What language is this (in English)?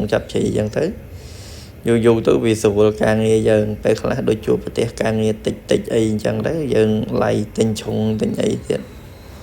Khmer